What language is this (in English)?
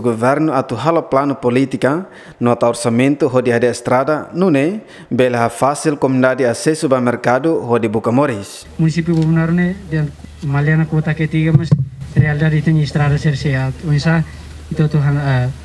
Tetum